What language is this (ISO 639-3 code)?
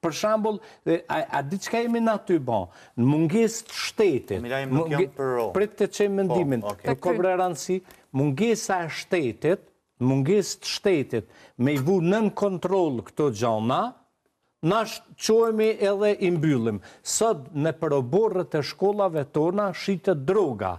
sqi